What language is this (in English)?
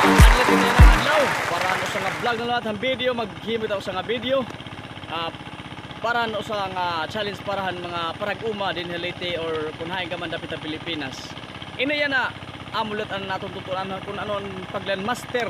Waray